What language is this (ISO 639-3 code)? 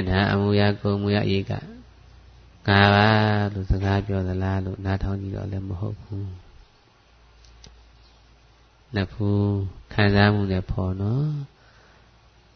mya